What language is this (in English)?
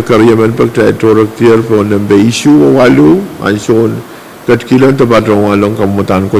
Pohnpeian